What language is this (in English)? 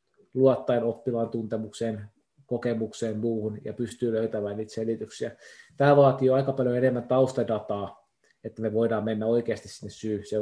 Finnish